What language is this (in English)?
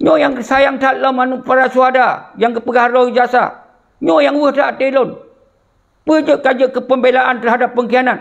Achinese